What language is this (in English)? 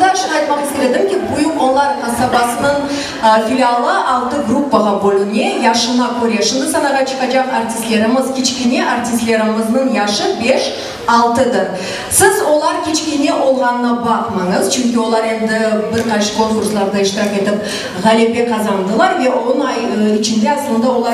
Crimean Tatar